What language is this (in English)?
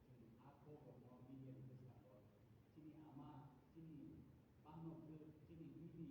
Kok Borok